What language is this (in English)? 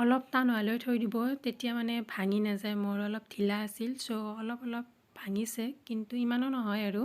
Assamese